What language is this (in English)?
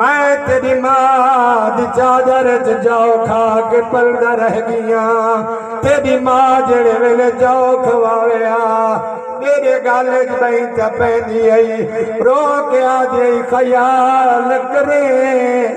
Saraiki